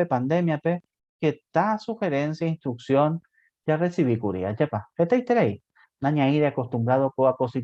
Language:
Guarani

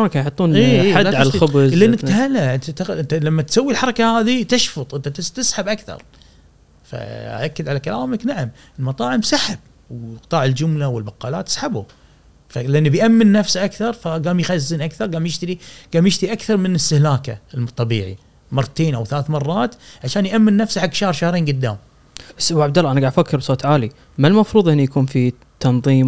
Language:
Gulf Arabic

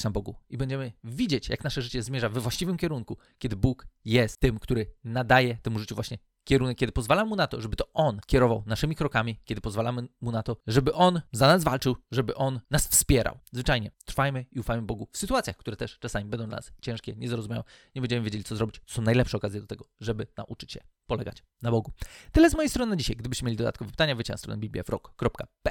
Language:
Polish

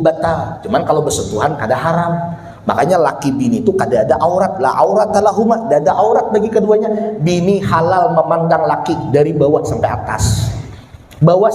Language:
Banjar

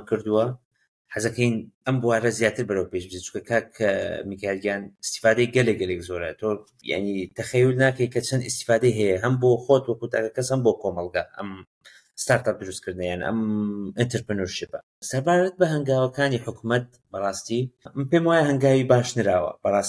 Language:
Central Kurdish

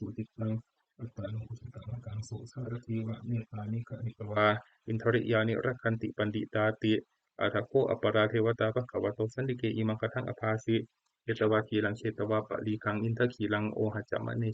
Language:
Pali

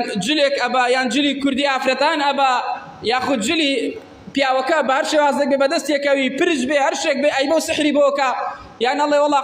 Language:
Central Kurdish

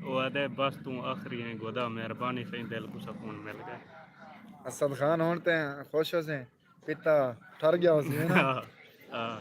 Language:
Saraiki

